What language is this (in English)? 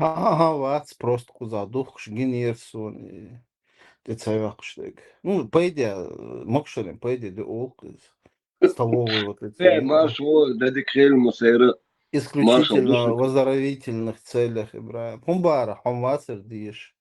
Chechen